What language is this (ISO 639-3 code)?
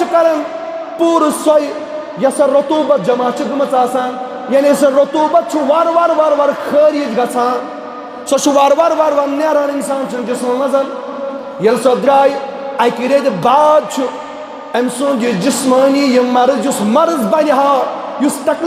kas